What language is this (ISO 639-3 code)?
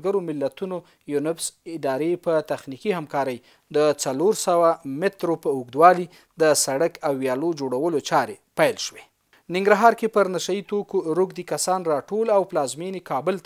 pus